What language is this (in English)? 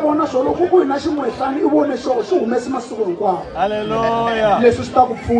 Tsonga